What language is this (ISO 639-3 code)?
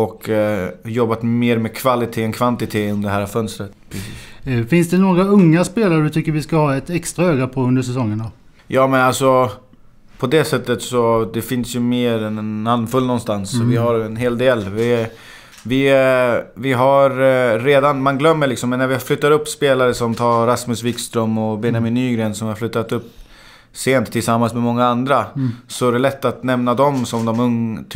swe